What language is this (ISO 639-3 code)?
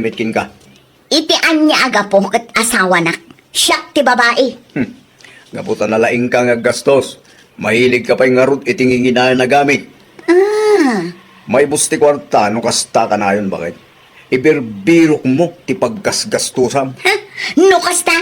ilo